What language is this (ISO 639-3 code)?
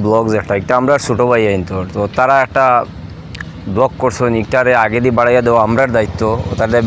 syl